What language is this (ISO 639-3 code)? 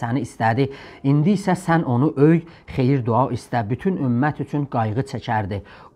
azb